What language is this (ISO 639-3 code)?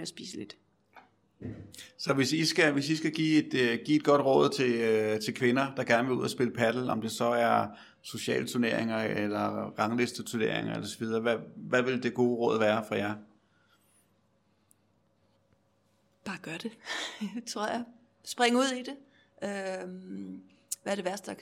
dan